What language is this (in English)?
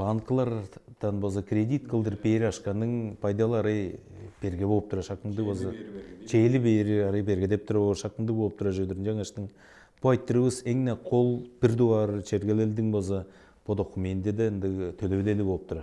Tuvinian